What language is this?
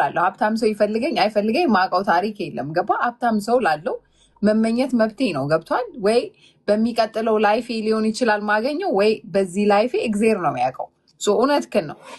Amharic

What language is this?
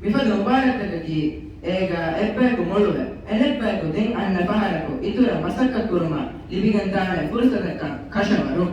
Divehi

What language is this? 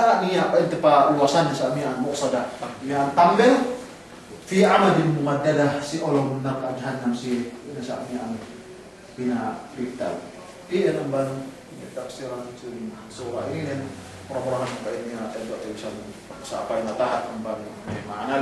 Yakan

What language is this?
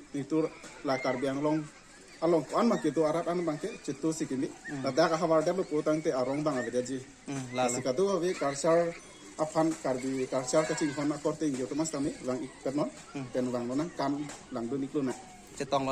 Karbi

